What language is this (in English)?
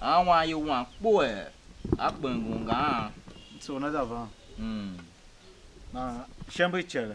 Tiv